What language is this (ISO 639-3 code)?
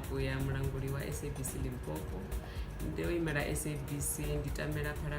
ven